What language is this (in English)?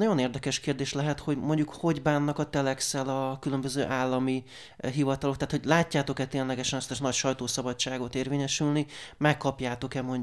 Hungarian